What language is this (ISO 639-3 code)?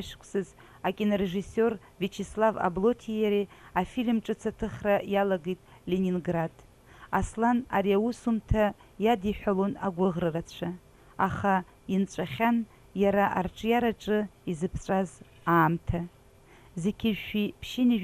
abk